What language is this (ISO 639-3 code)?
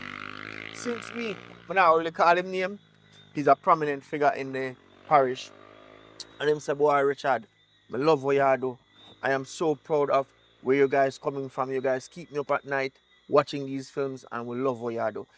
jam